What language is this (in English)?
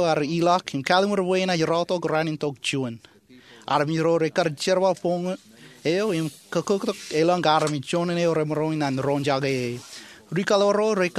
Marshallese